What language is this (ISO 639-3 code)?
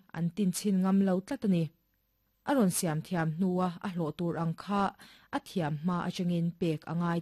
lus